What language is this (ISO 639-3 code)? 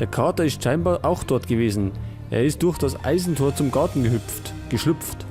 bar